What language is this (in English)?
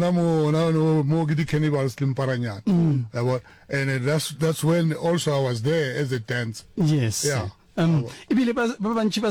Northern Sotho